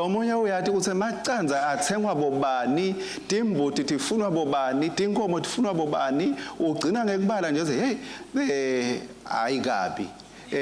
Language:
Swati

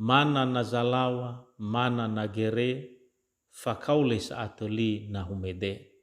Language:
Nias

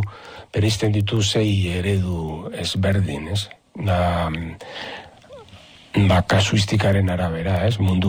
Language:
Basque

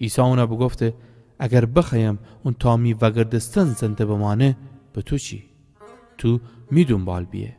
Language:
Gilaki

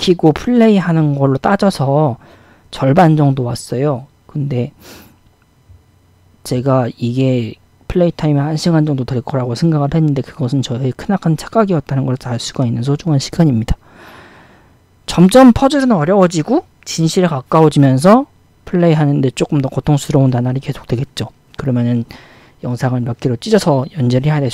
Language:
Korean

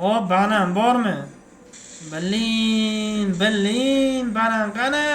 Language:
Uzbek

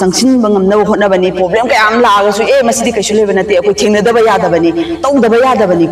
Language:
Manipuri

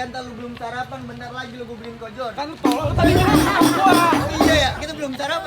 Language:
Betawi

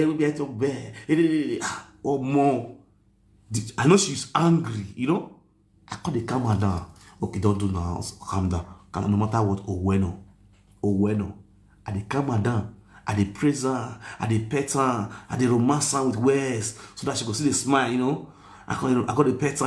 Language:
Nigerian Pidgin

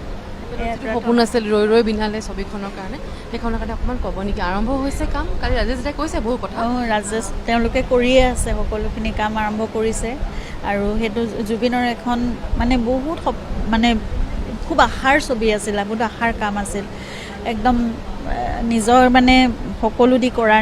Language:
Assamese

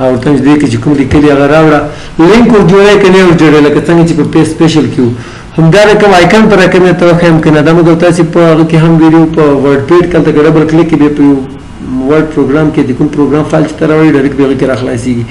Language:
Pashto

